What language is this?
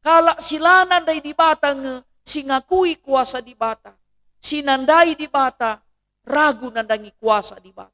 Batak Karo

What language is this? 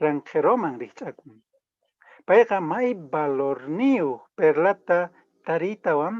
Quechua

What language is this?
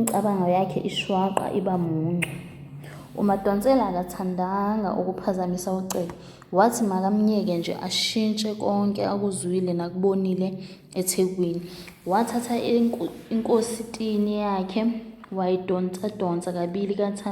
Zulu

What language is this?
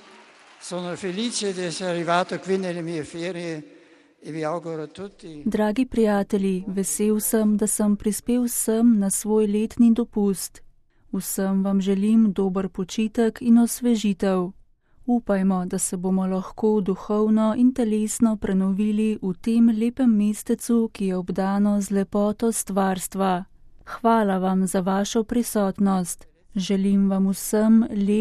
Slovenian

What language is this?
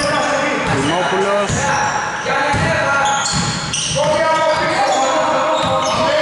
Greek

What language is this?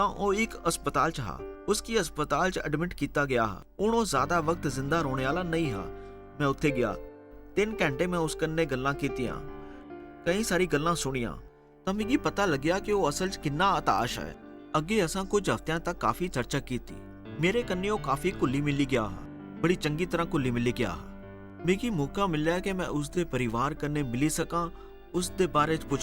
Dogri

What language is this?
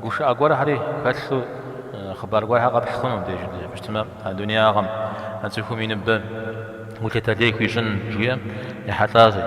Kabardian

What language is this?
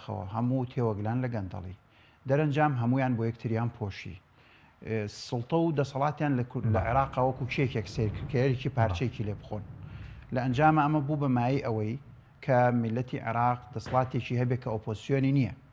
Central Kurdish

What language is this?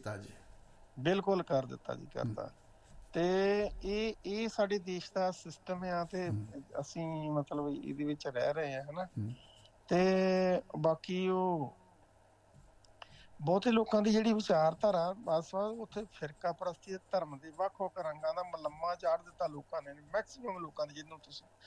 Punjabi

